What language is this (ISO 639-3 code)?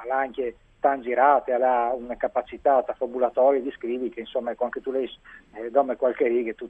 fur